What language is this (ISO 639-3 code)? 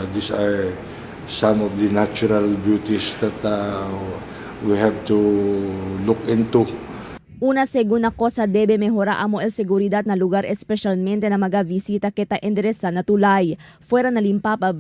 cbk